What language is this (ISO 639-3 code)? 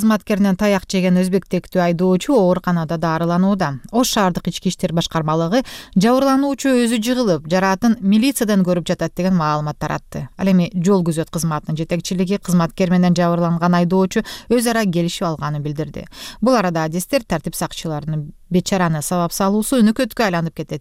kir